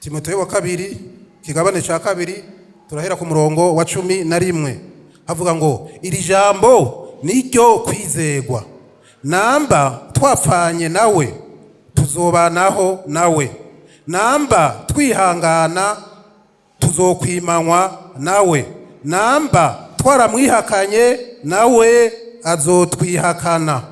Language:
Rundi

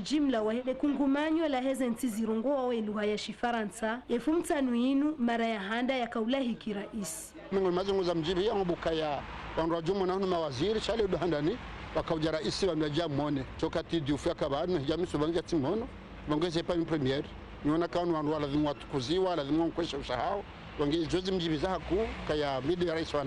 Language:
Ngazidja Comorian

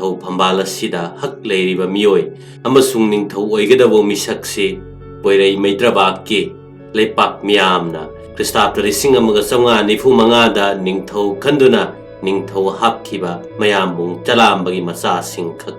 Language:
Manipuri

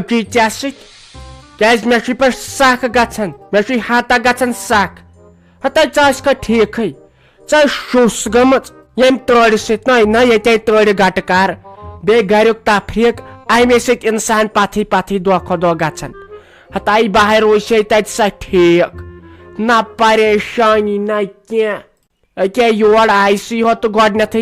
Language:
Kashmiri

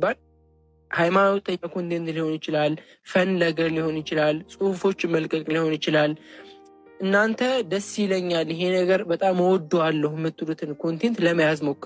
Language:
Amharic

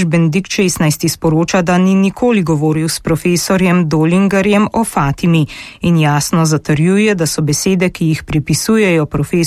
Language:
Slovenian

